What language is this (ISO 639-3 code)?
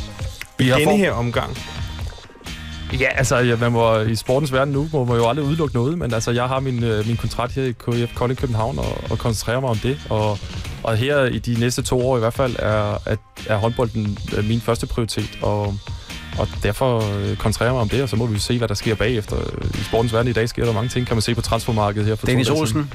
dan